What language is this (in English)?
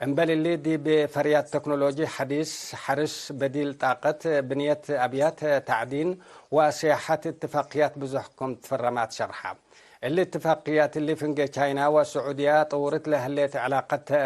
Tigre